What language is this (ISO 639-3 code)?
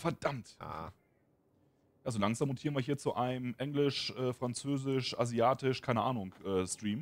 deu